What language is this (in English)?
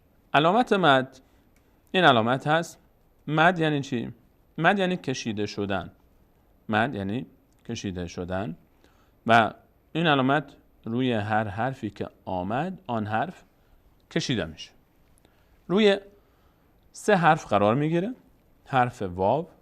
Persian